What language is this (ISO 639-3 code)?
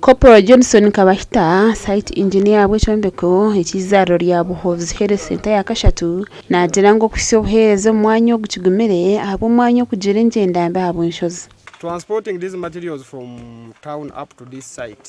nyn